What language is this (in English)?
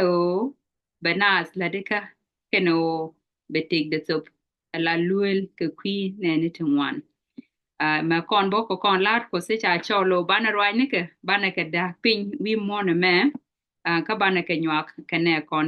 Nuer